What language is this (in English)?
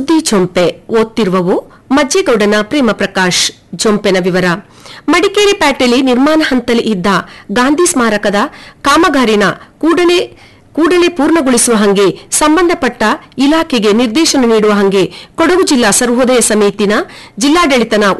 Kannada